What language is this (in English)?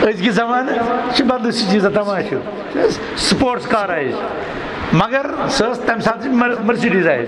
Kashmiri